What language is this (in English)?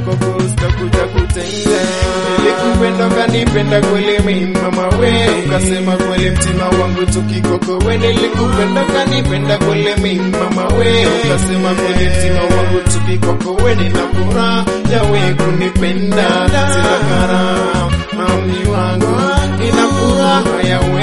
Swahili